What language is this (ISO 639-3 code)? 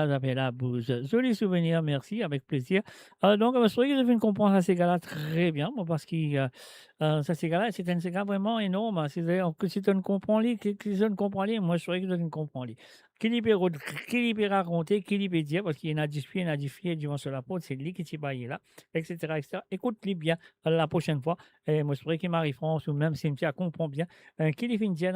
mfe